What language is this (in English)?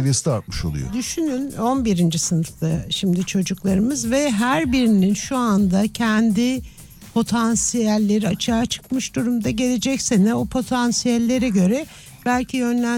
Turkish